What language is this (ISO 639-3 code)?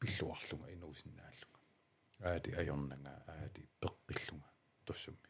kal